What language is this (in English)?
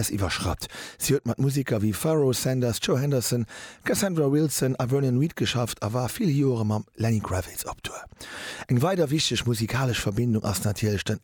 Luxembourgish